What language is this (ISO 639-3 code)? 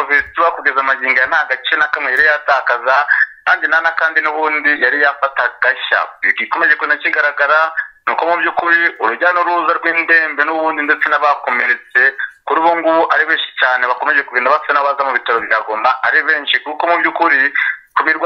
kin